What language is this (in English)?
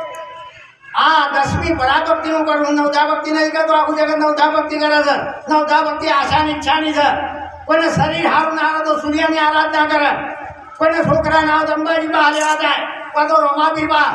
Gujarati